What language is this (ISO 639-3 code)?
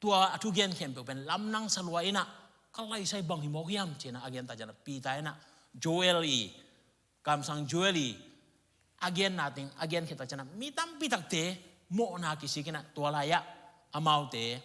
ctd